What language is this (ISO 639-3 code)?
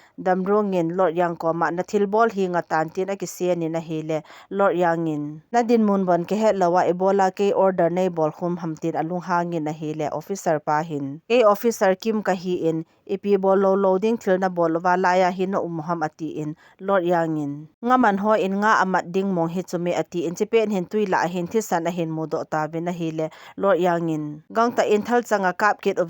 tcz